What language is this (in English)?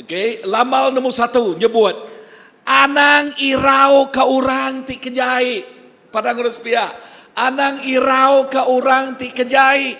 Iban